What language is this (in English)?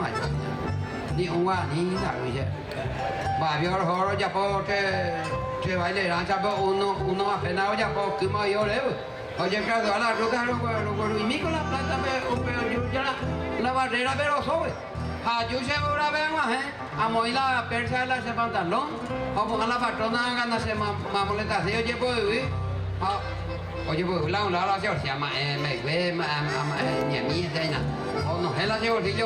Guarani